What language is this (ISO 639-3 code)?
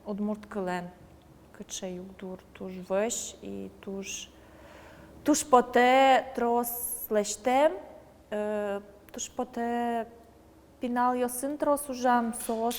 udm